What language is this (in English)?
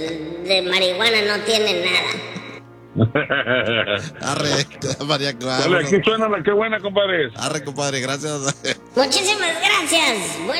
Spanish